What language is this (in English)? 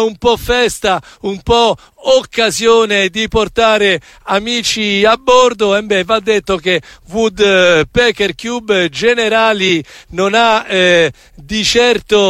Italian